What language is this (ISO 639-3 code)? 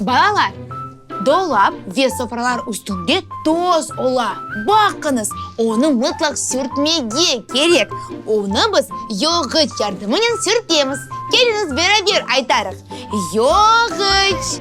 crh